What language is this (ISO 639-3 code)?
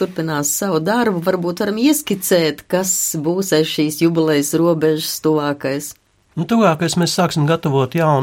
lav